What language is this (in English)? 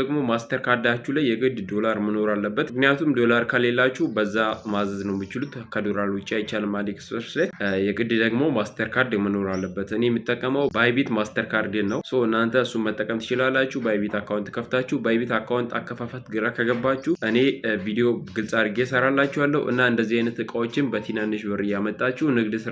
Amharic